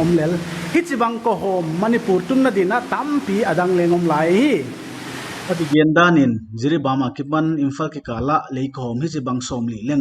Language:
Paite Chin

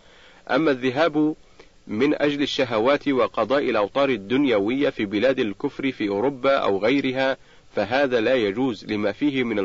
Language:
Arabic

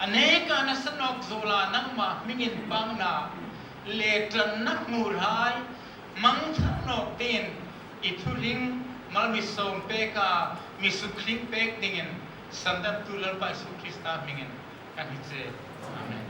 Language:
Hmar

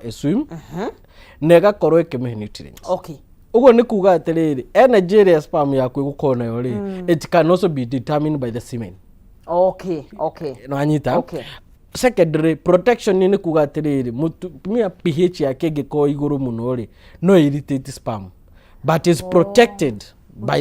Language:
Kikuyu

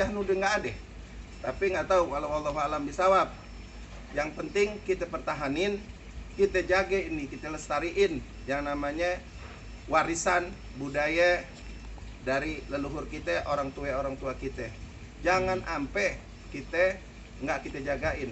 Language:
Betawi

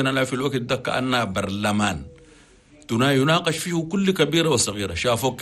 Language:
Chadian Arabic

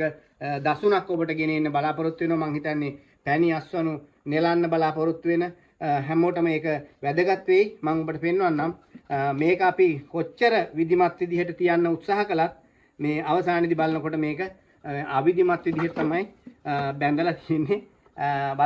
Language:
Sinhala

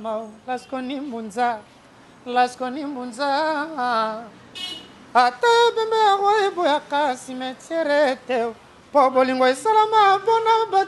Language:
Lingala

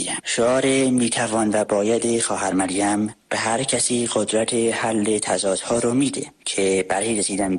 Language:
Persian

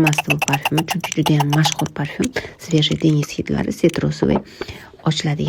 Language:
Uzbek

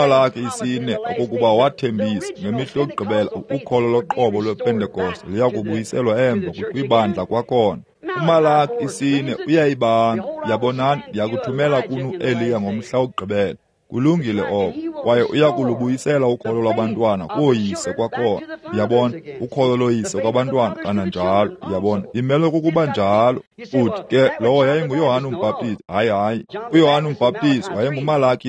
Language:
Xhosa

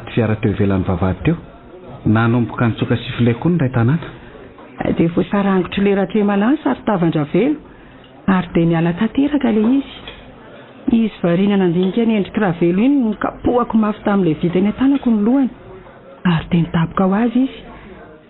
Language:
Malagasy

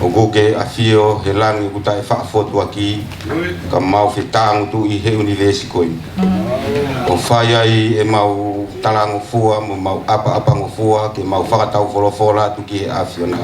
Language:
Tongan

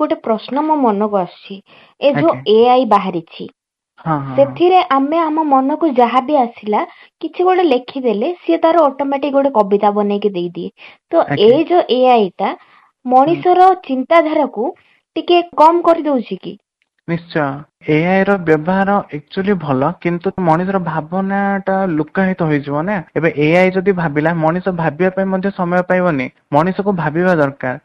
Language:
Odia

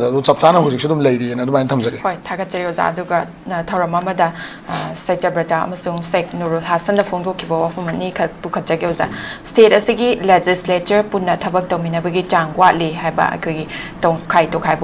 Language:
Manipuri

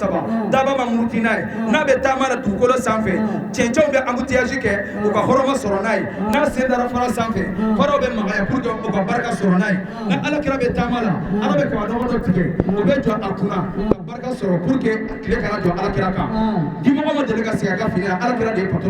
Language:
Bambara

